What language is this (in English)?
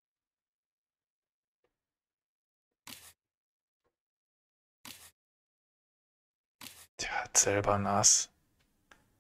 German